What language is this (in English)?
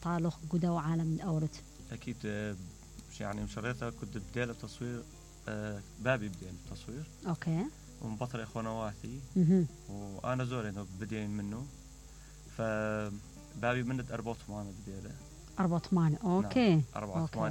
Mesopotamian Arabic